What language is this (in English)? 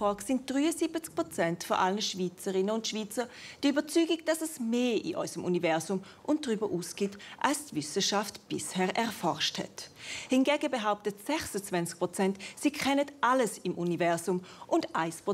Swiss German